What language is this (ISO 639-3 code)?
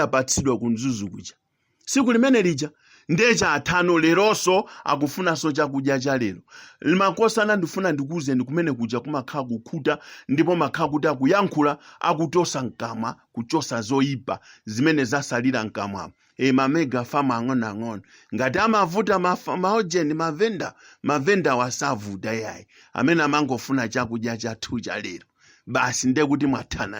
nya